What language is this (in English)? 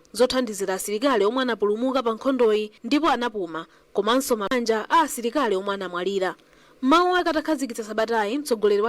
Nyanja